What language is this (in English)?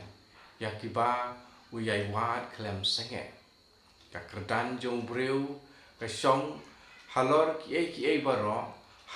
Khasi